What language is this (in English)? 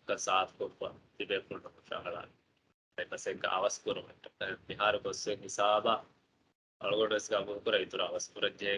Divehi